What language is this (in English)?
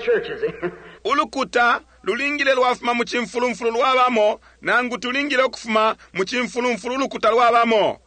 Bemba